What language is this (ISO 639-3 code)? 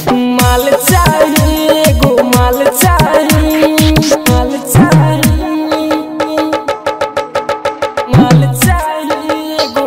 bho